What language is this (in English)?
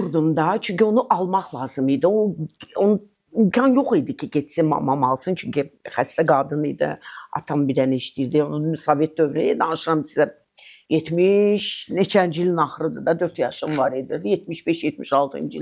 Azerbaijani